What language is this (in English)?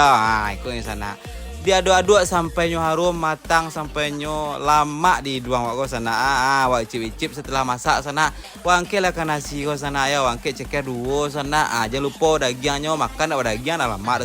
Minangkabau